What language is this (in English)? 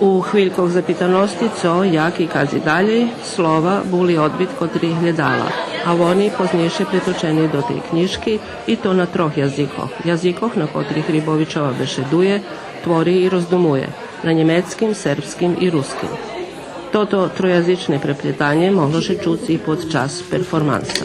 Rusyn